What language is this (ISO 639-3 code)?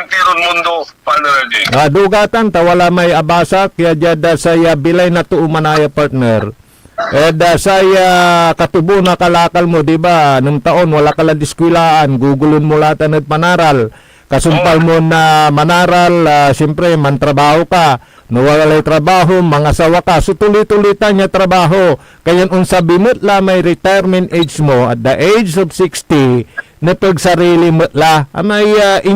pag